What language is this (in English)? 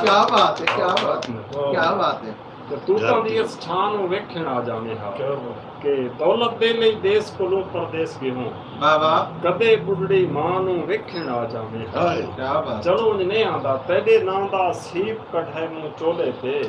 Saraiki